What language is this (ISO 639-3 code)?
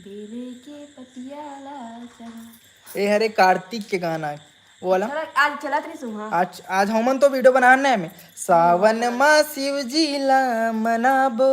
hne